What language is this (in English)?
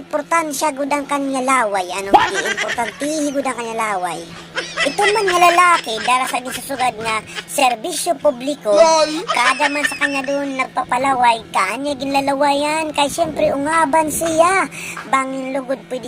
Waray